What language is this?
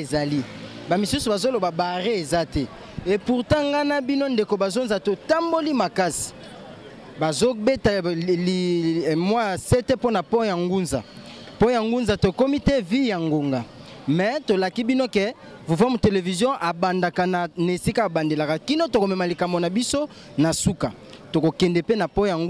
Lingala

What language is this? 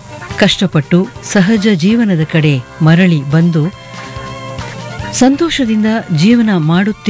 Kannada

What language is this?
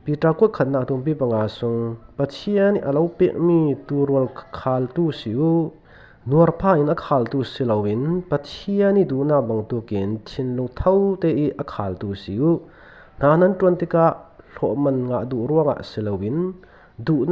Falam Chin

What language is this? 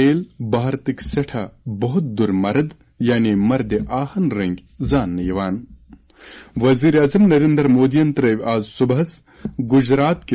Kashmiri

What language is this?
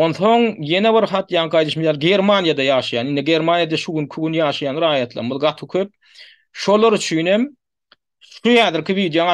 Turkmen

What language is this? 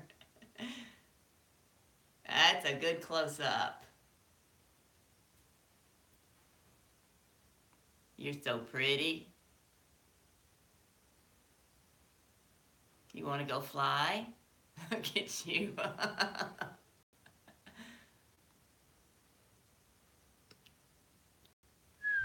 English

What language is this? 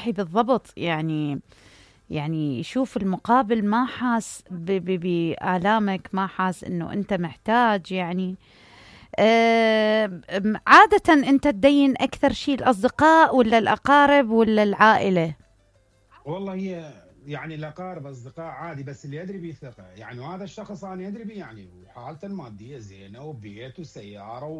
Mesopotamian Arabic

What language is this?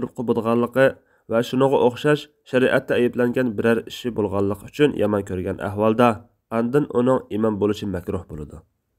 Uyghur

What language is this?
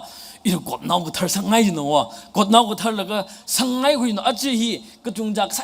Tangkhul Naga (India)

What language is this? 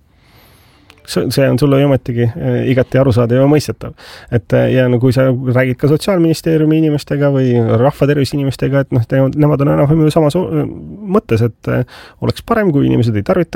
Estonian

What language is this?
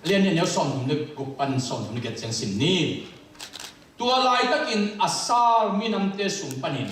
Tedim Chin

